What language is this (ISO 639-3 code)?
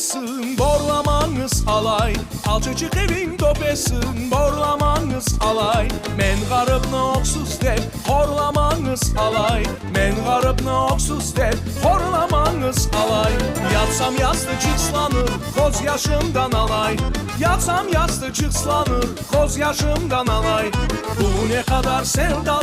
crh